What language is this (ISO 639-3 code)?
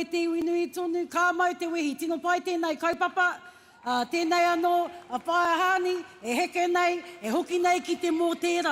mri